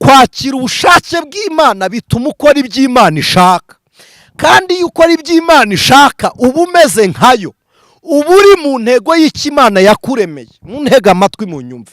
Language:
Kinyarwanda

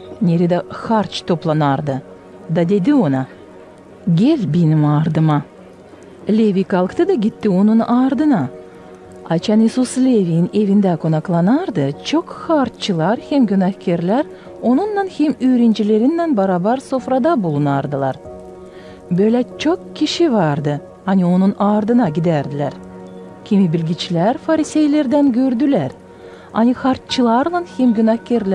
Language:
Gagauz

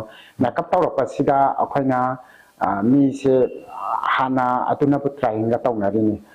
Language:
Manipuri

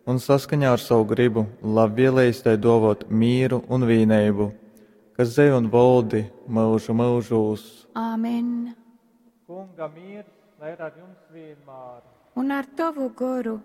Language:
Latgalian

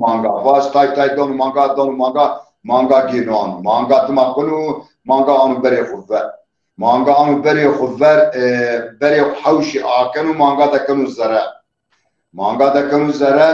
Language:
Zaza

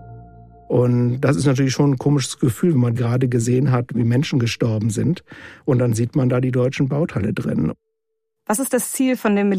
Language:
German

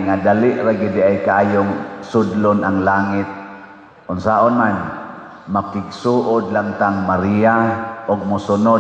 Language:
Cebuano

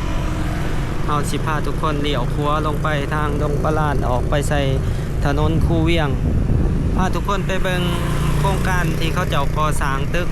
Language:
Lao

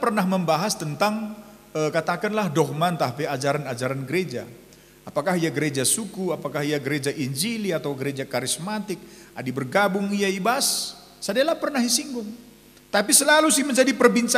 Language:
Batak Karo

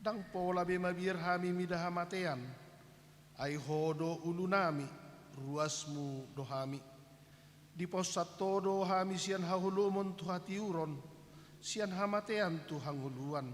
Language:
Batak Toba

